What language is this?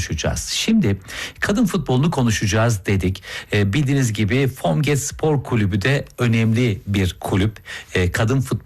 Turkish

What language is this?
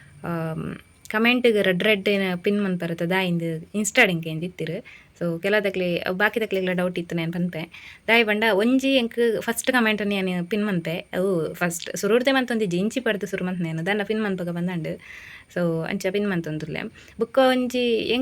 Tulu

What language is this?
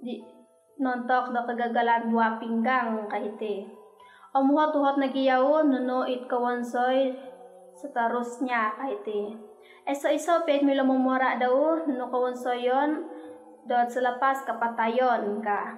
Central Dusun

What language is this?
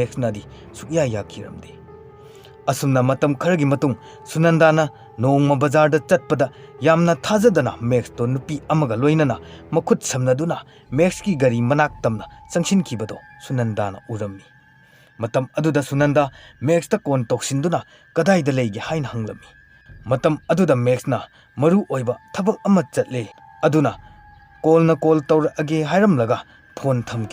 Manipuri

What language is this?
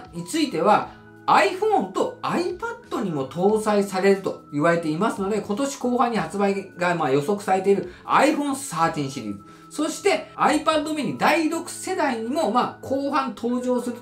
Japanese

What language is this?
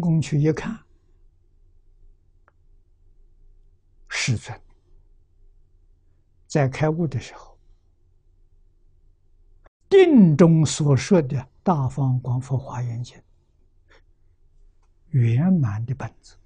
Chinese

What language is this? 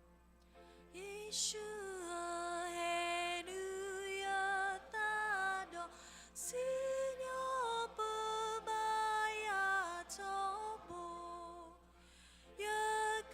S'gaw Karen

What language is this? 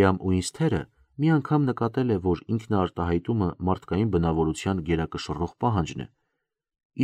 Armenian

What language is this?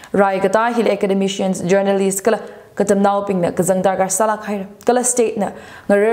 Tangkhul Naga (India)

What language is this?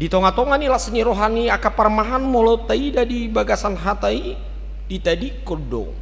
Batak Toba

